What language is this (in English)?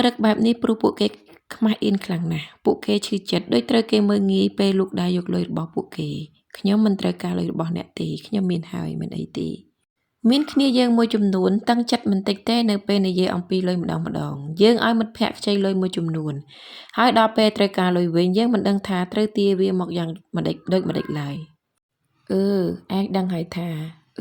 Khmer